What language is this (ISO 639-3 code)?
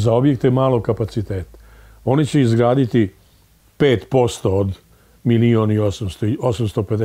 srp